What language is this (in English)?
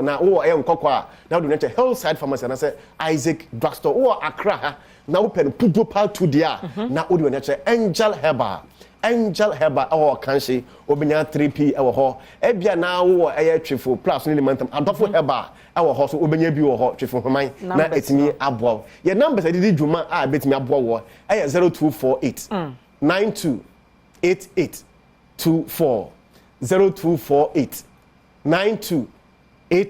Akan